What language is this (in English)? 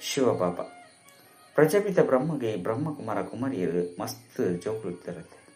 Tulu